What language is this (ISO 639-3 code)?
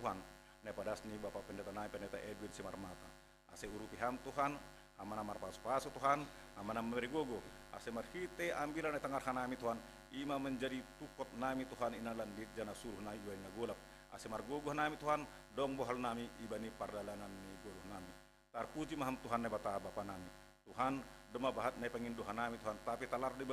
bts